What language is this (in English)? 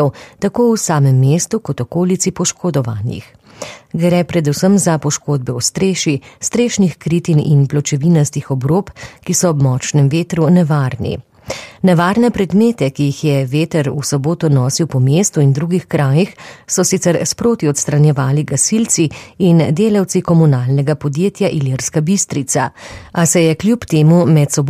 Slovenian